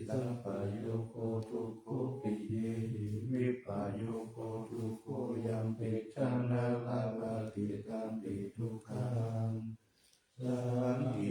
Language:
Pali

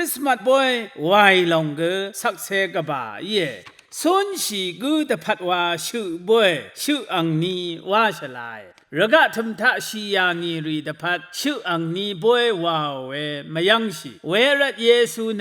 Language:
Rawang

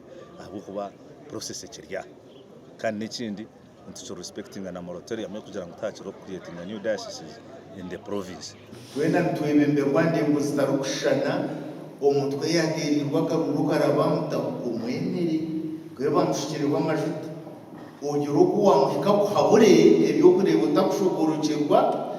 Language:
Nyankole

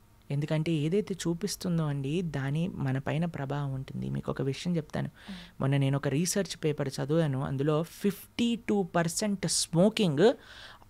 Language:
Telugu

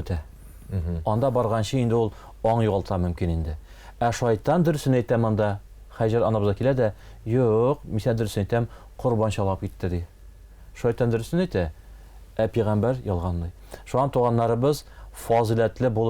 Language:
Tatar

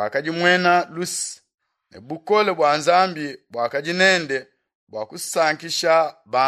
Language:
Luba-Lulua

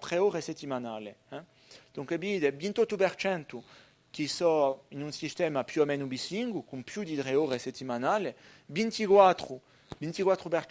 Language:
Corsican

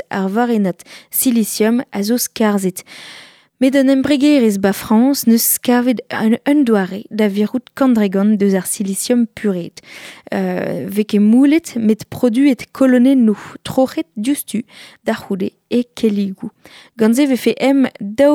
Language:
Breton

